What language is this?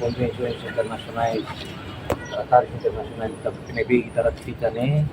Tetum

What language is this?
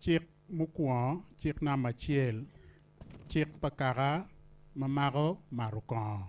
Acoli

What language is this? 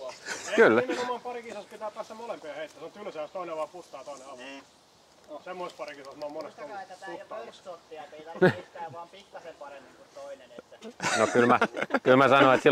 Finnish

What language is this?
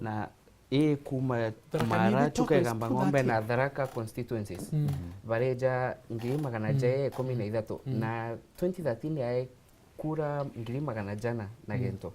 Meru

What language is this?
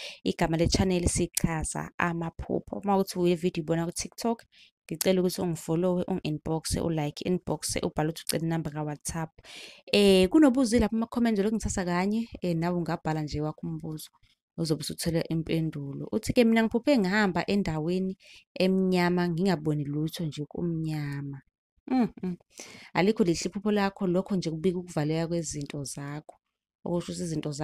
Zulu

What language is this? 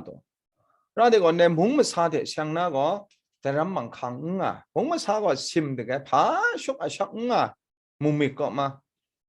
Kachin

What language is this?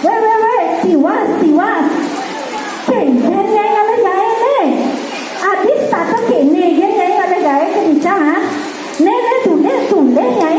Balinese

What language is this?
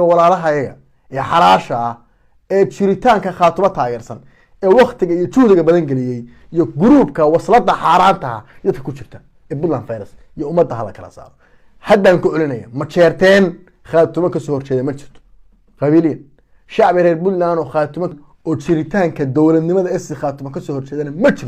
Somali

